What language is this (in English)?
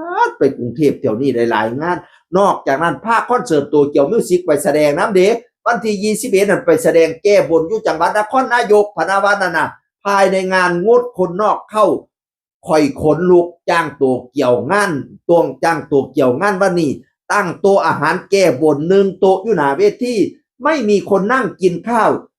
Northeastern Thai